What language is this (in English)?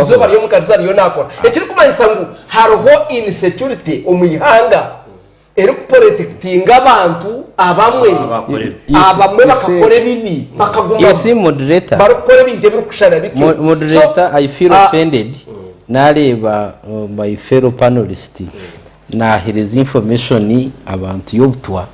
Nyankole